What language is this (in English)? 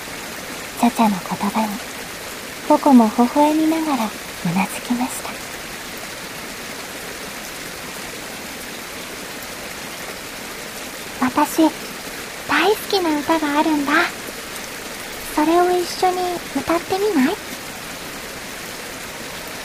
Japanese